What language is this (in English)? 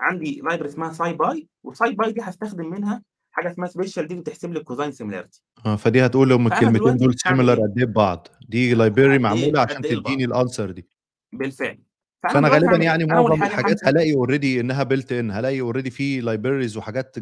Egyptian Arabic